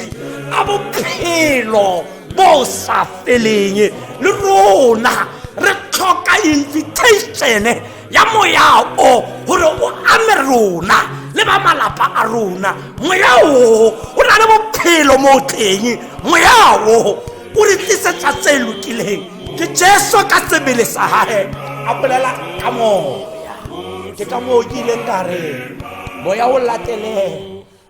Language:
Tswana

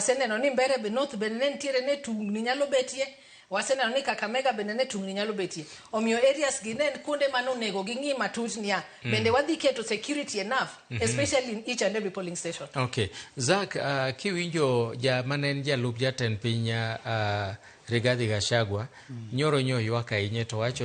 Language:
Luo (Kenya and Tanzania)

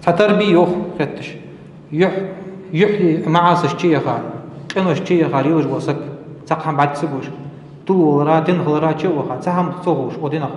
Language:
Ingush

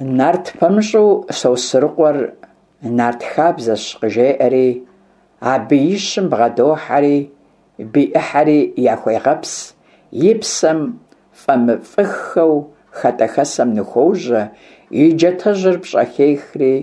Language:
Kabardian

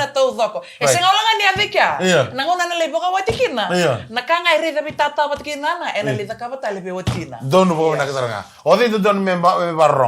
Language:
Fijian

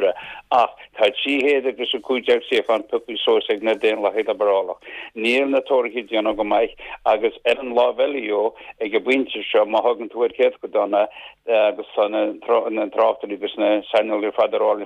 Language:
Irish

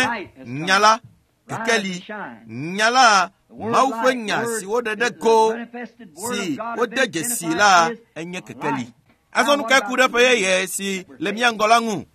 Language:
Ewe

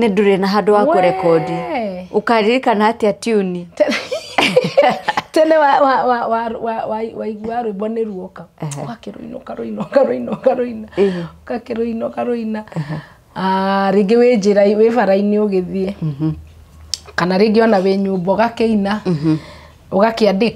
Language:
Kikuyu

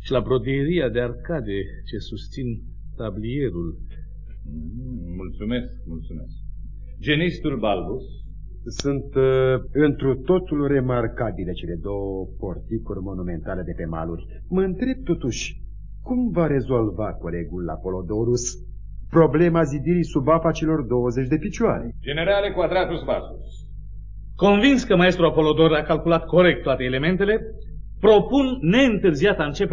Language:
Romanian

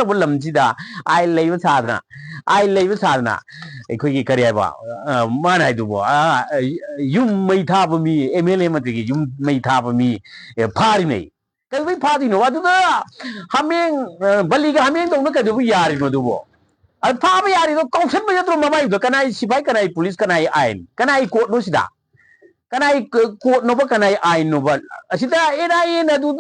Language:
Manipuri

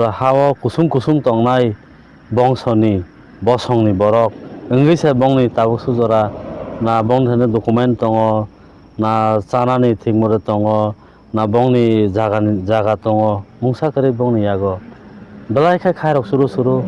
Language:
Kok Borok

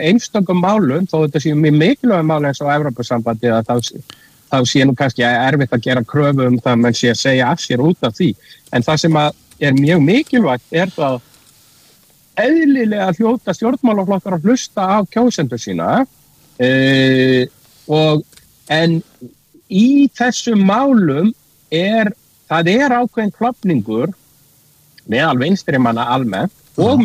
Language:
Icelandic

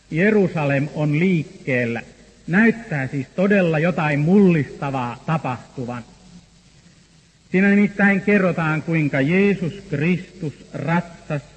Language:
Finnish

